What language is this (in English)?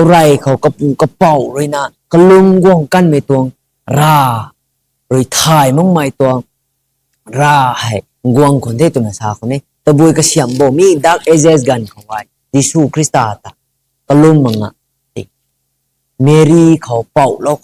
Rongmei Naga